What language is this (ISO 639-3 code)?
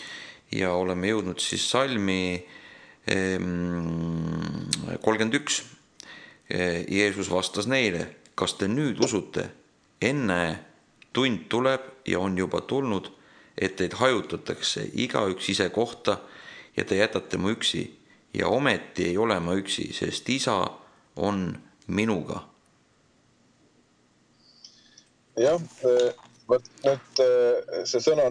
est